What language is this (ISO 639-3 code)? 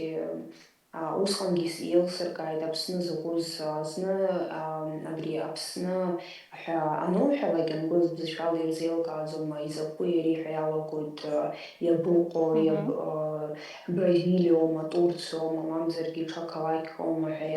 abk